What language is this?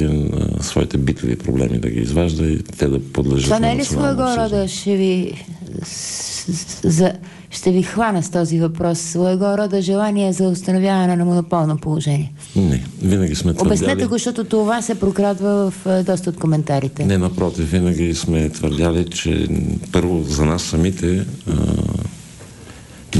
Bulgarian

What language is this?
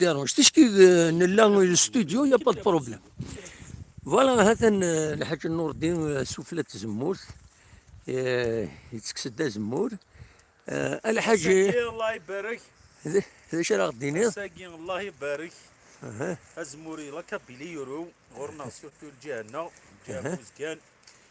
Kabyle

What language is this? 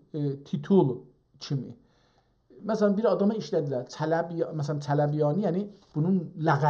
South Azerbaijani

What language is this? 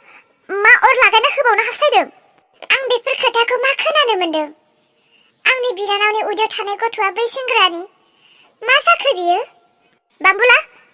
Bodo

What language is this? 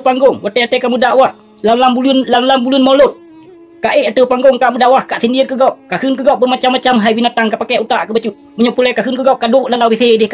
Achinese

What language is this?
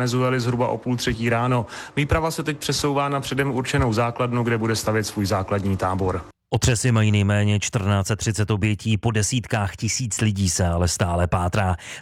Czech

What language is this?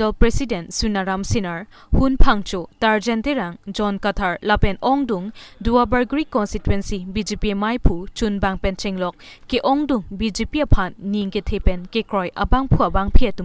Karbi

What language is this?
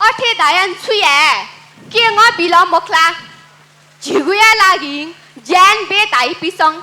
Newari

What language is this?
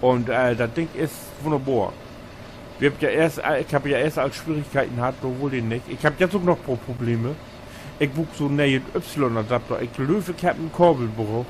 Low German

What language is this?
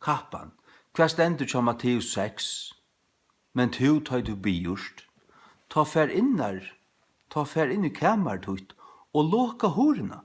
Faroese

